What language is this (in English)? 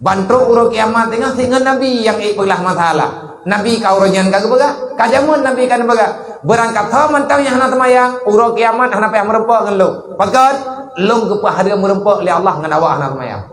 Achinese